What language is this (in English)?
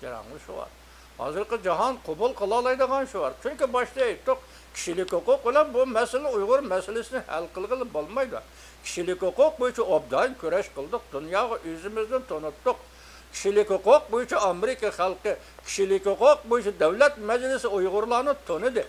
Uyghur